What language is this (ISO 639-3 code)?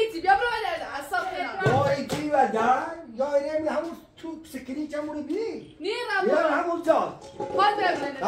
fas